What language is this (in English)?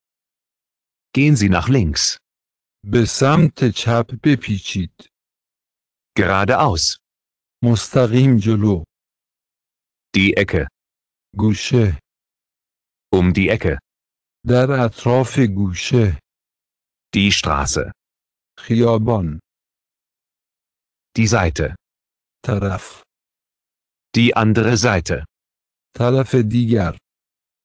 Persian